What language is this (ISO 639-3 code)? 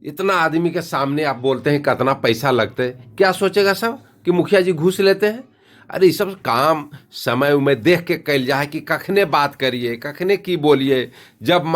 mag